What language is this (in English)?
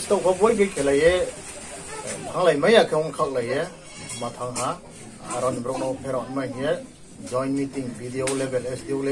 Riang (India)